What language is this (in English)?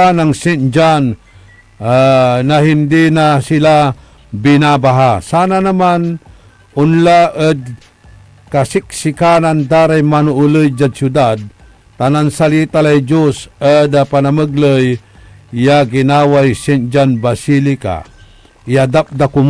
Pangasinan